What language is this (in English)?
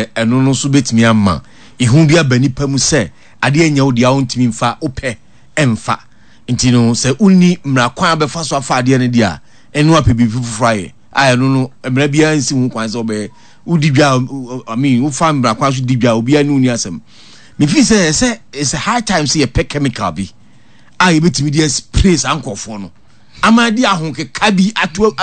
Akan